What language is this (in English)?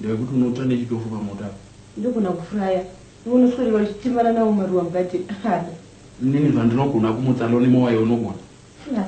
Shona